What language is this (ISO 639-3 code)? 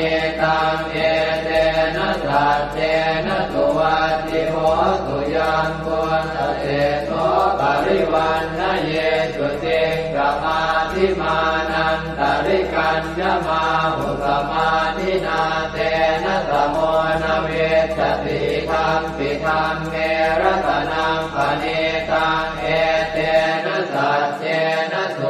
pli